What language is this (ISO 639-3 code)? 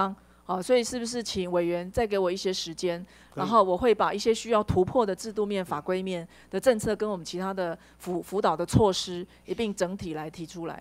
zho